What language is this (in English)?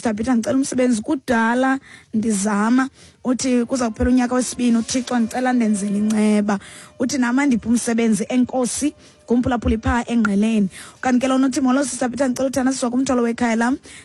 Xhosa